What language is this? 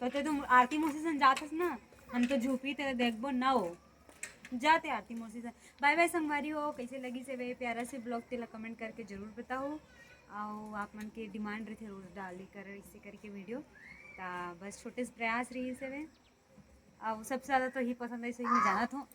Chhattisgarhi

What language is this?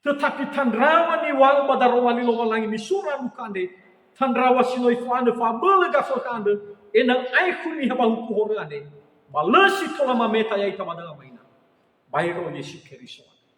Nias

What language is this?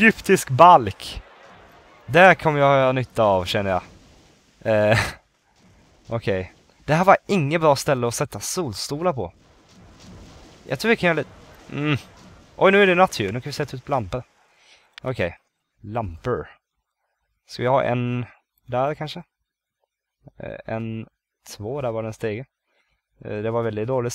Swedish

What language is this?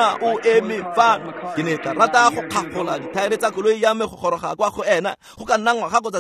Tswana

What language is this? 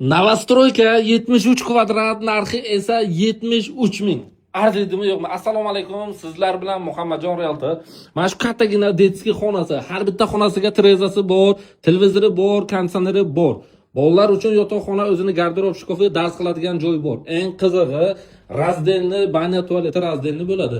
Uzbek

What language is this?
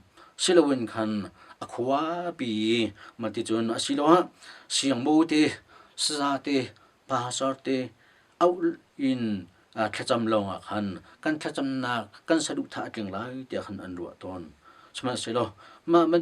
Hakha Chin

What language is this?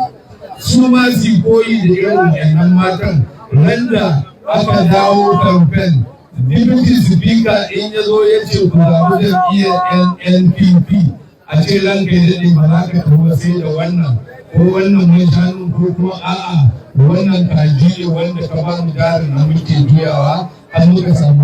Hausa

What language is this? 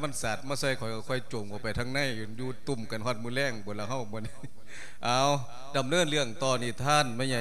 Lao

